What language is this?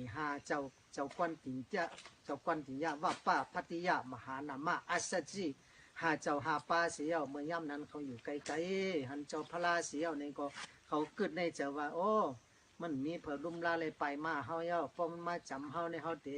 Shan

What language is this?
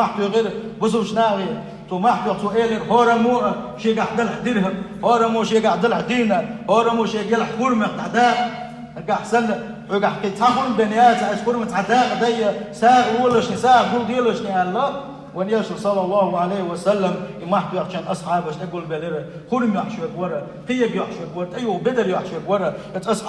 Chechen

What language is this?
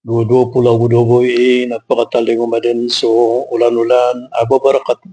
Maranao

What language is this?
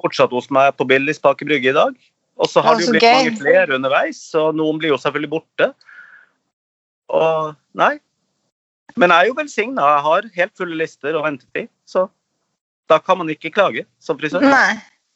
Norwegian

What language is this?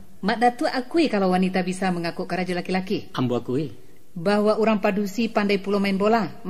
Minangkabau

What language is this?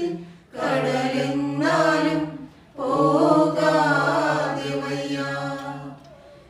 Malayalam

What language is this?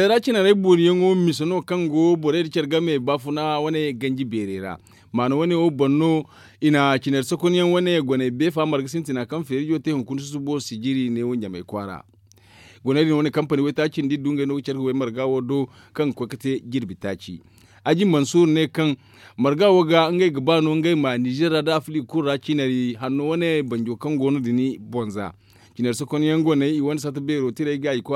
Zarma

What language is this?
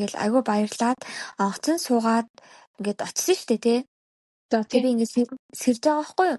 Mongolian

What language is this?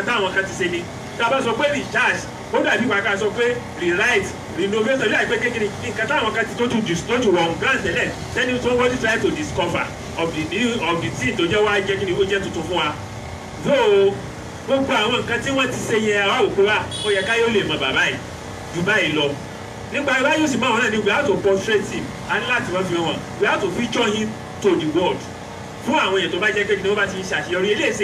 Yoruba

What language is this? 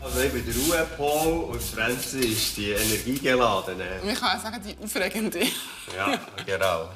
Swiss German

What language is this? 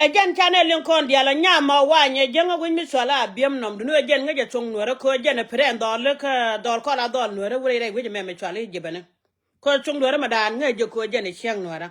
Nuer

